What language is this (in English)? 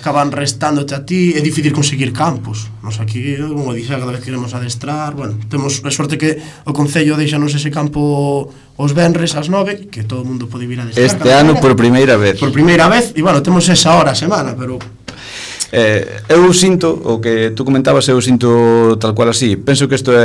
Galician